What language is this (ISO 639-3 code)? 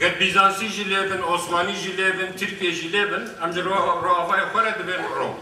kur